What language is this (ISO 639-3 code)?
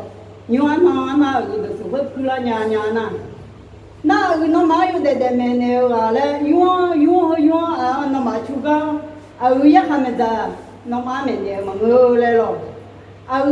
ahk